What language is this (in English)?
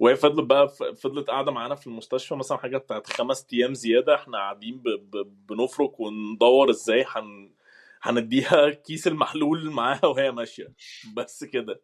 Egyptian Arabic